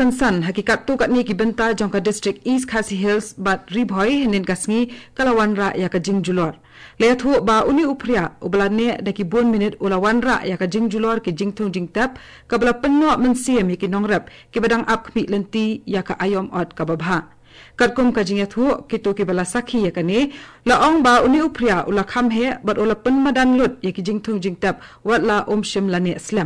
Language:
Khasi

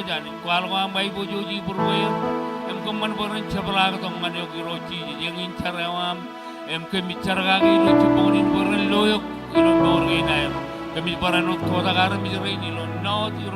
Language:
Marshallese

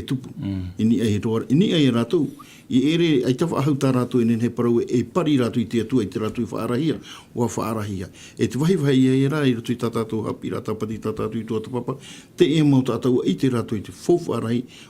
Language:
Tahitian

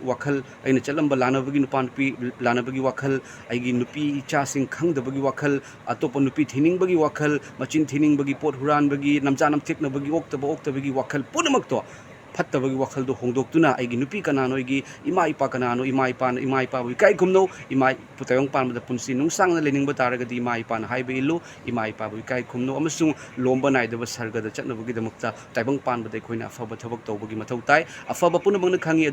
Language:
Manipuri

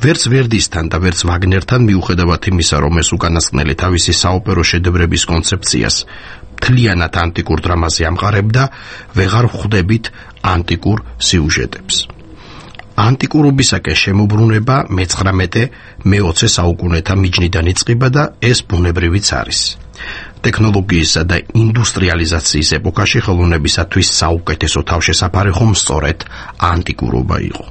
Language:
Georgian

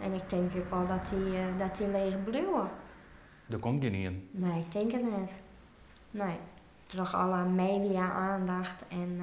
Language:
Western Frisian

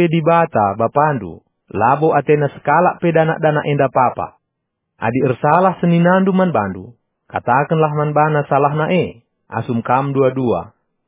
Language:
Batak Karo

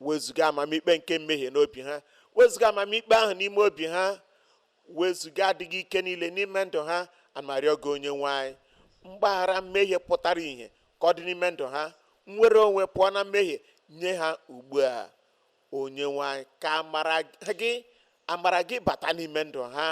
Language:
Igbo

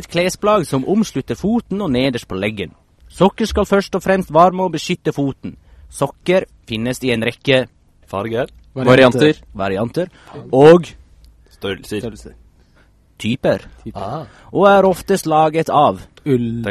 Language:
Norwegian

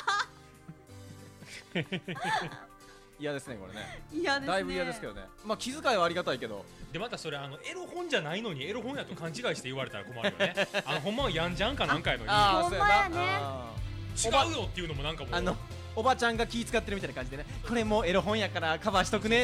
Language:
Japanese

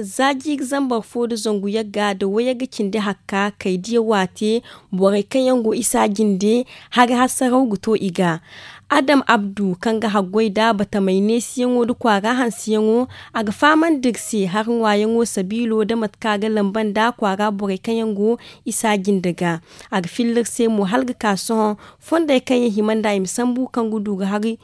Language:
Zarma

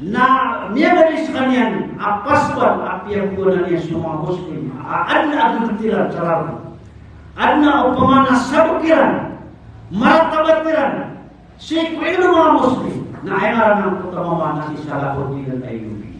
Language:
Maranao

